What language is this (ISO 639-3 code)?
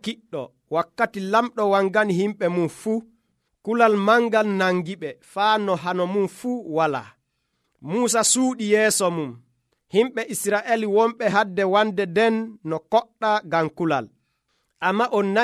fuv